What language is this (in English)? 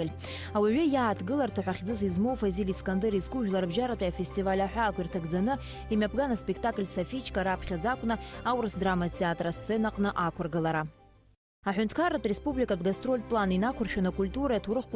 Abkhazian